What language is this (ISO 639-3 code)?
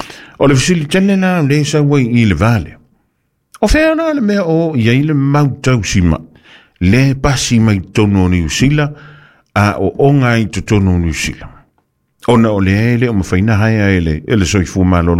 smo